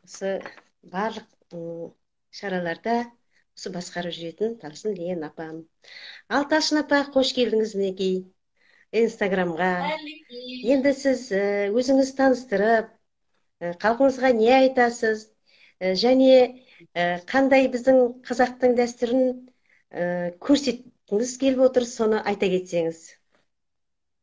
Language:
Kazakh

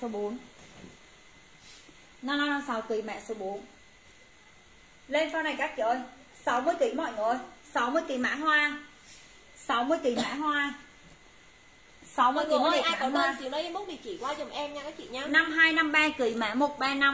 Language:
Vietnamese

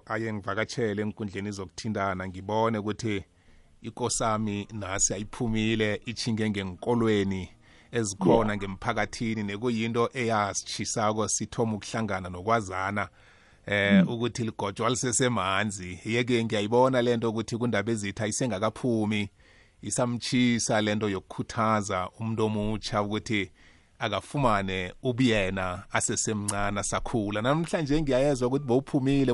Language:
South Ndebele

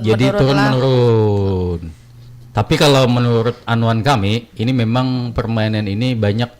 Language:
Banjar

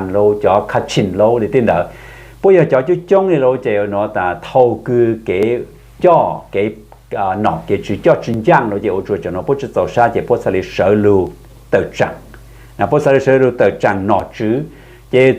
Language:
Hmong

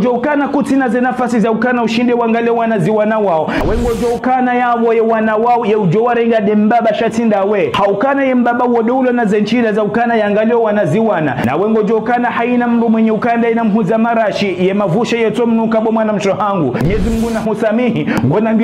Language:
Ngazidja Comorian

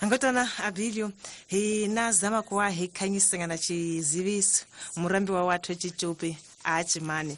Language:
Tsonga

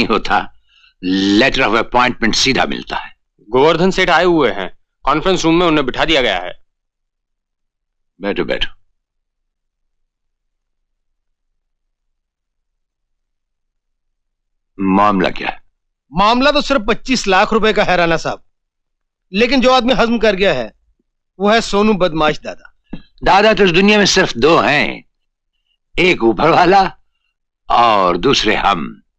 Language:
Hindi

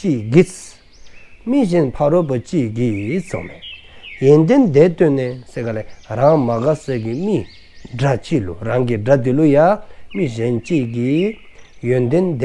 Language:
Dzongkha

